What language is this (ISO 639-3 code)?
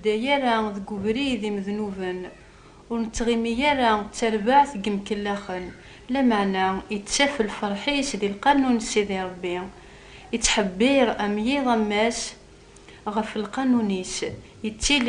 kab